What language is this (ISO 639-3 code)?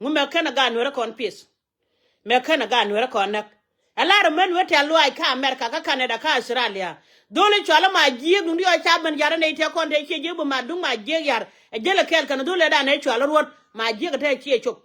nus